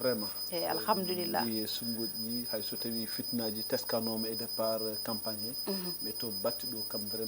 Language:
Fula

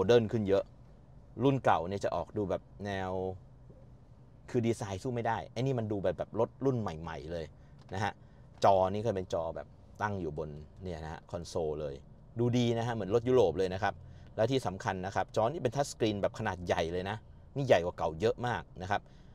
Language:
Thai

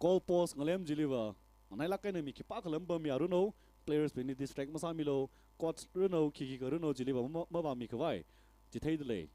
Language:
Tangkhul Naga (India)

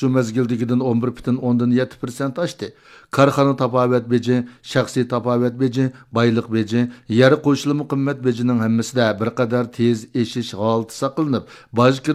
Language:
Uyghur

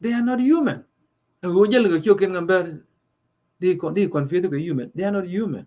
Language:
Nuer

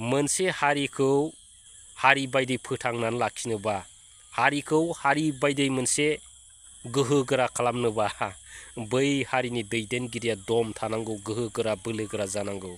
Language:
Bodo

